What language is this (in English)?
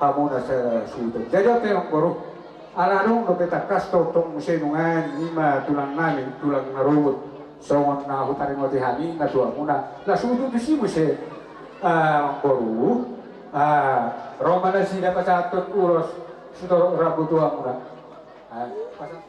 Batak Toba